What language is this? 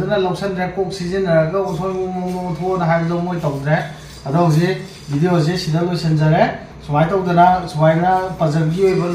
Manipuri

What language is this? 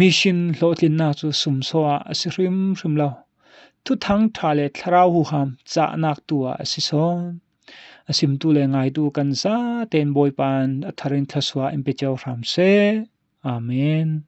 Falam Chin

